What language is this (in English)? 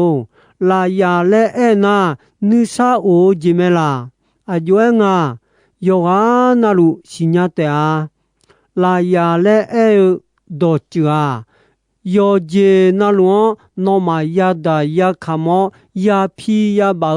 Akha